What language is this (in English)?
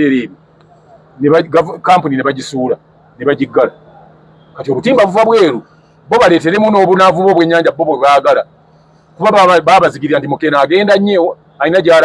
Ganda